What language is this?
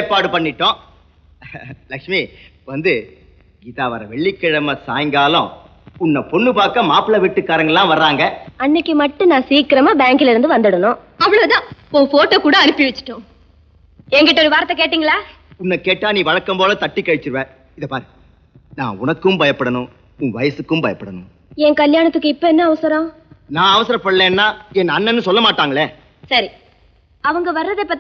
Tamil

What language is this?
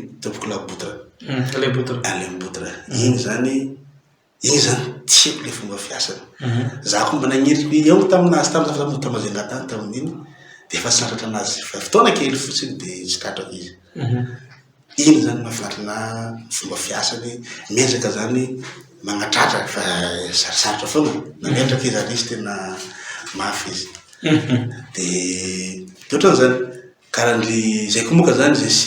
Malagasy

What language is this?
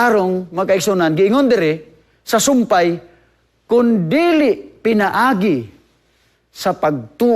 Cebuano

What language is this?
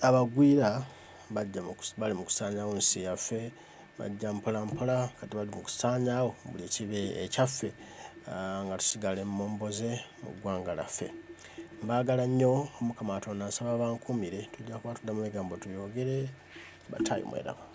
Ganda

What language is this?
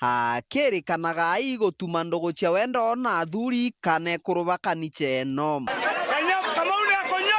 Meru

